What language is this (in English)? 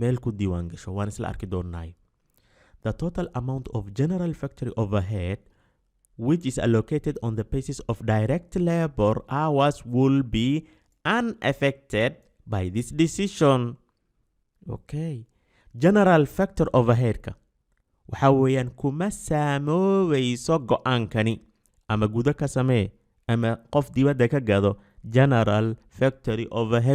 Somali